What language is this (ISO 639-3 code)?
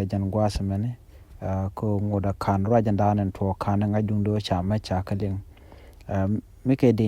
nus